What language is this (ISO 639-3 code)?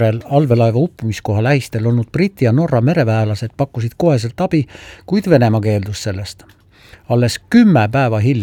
est